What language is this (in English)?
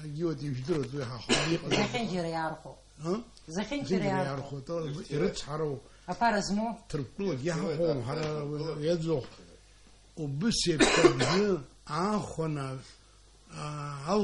Abkhazian